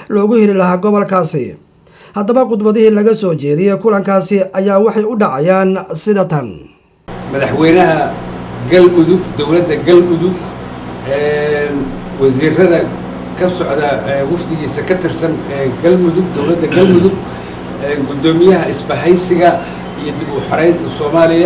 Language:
Somali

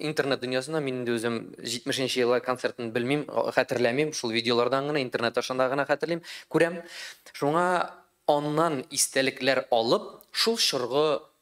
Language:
Tatar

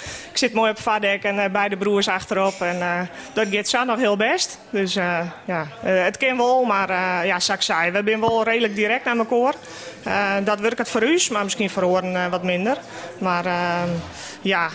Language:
Western Frisian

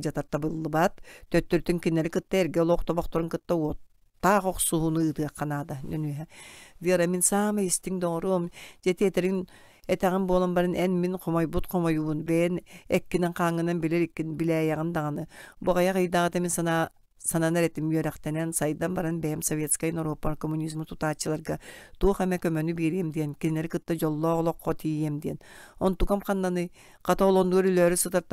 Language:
Yakut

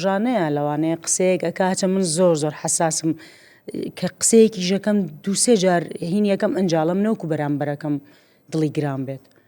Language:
Central Kurdish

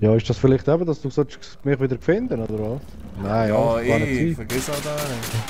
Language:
Swiss German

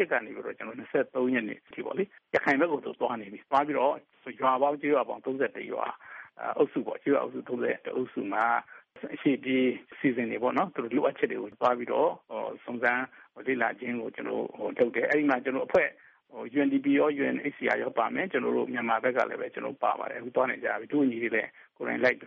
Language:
Burmese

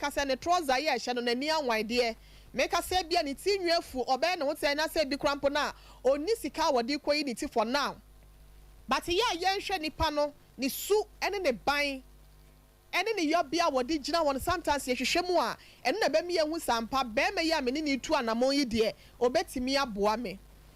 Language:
Akan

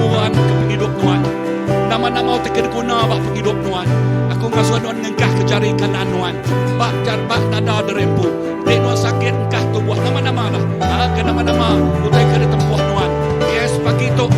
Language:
Iban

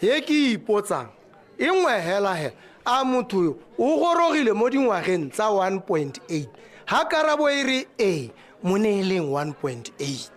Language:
Tswana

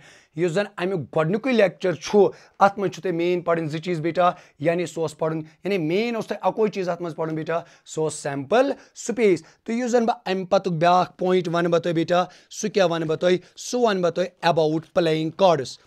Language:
Kashmiri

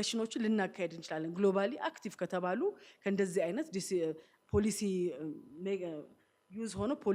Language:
Amharic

